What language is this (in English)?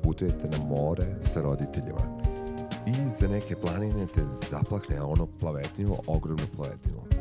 Serbian